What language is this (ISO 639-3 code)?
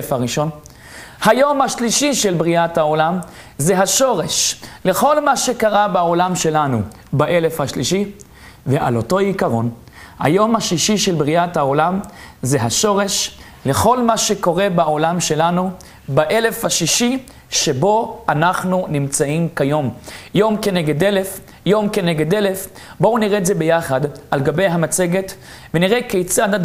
heb